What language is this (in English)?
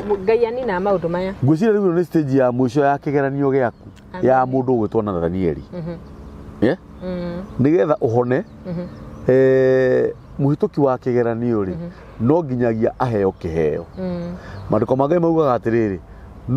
Kikuyu